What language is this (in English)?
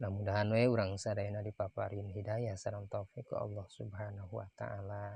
Sundanese